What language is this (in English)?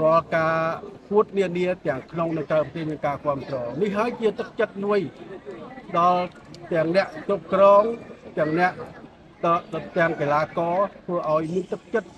Khmer